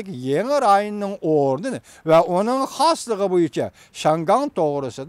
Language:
Uyghur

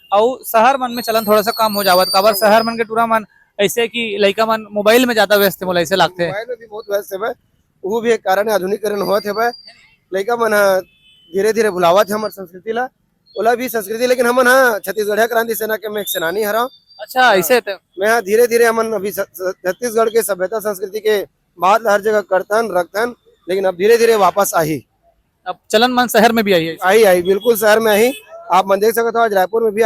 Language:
Chhattisgarhi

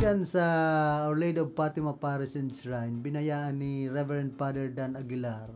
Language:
Bikol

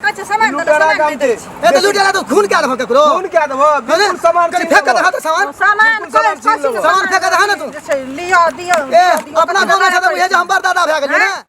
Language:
Maithili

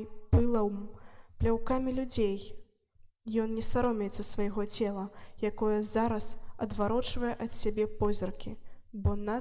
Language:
Belarusian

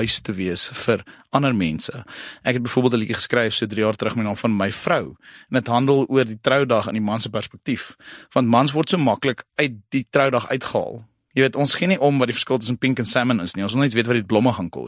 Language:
Afrikaans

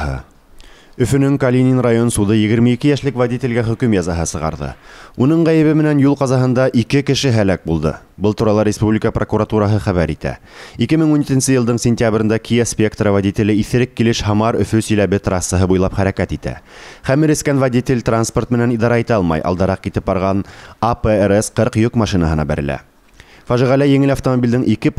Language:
Bashkir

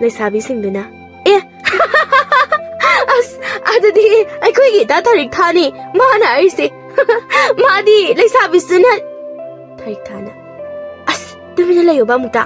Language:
Manipuri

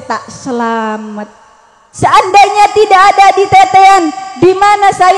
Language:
Madurese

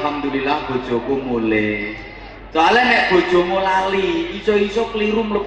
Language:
Javanese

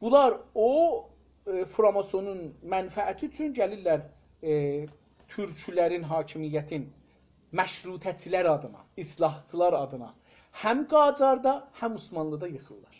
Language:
South Azerbaijani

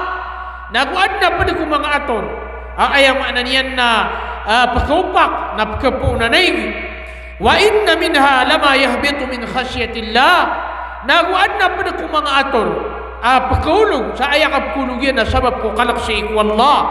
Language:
Maranao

